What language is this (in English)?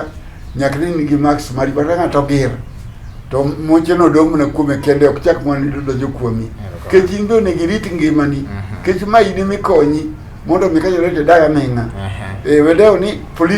Luo (Kenya and Tanzania)